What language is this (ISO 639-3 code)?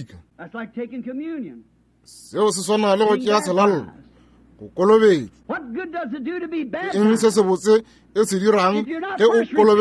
nso